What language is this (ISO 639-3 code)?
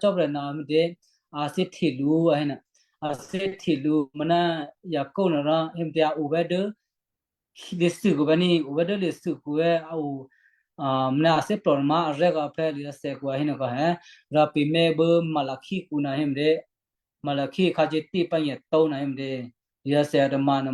kyu